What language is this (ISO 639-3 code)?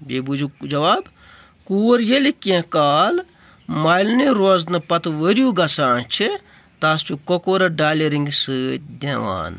kas